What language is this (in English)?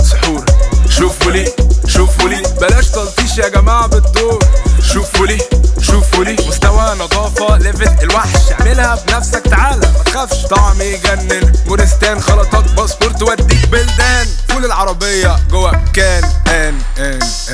Egyptian Arabic